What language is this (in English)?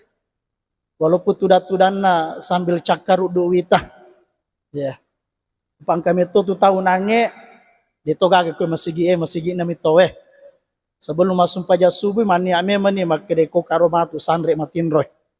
Buginese